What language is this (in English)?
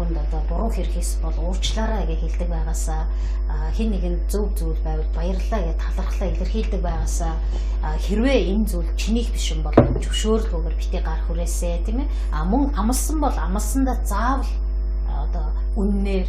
Mongolian